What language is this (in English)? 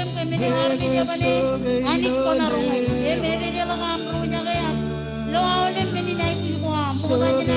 Marshallese